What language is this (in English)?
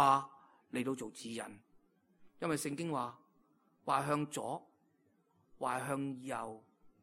Cantonese